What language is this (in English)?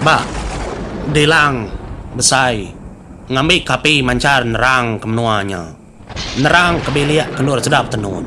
Iban